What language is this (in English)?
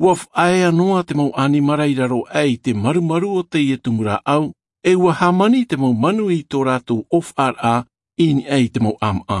Tahitian